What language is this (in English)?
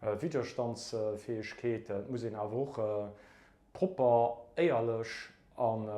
Luxembourgish